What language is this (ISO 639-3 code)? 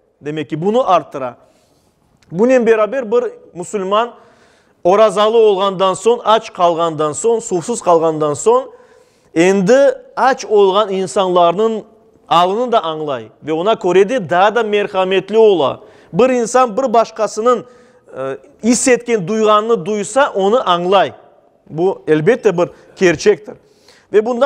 crh